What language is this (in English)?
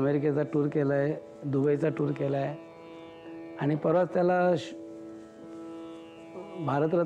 Marathi